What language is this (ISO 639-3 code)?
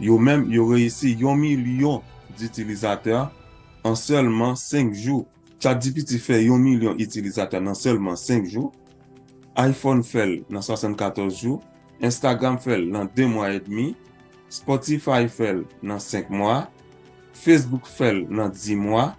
hat